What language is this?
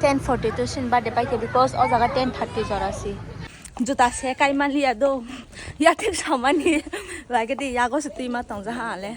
Kok Borok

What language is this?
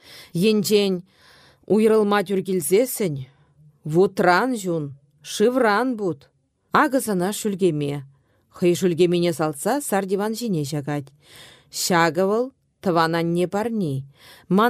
Chuvash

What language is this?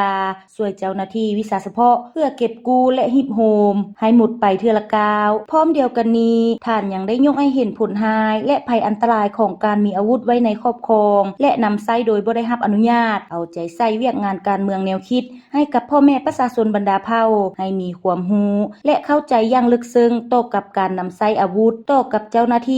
Lao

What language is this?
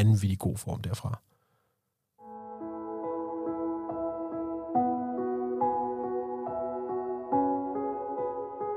Danish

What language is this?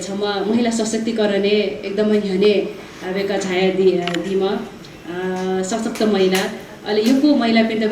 Newari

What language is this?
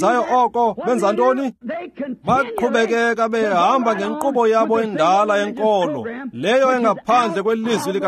Xhosa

